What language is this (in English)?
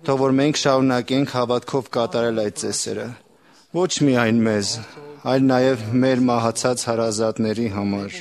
Armenian